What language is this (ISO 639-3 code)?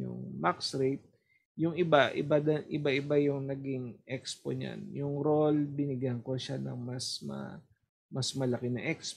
fil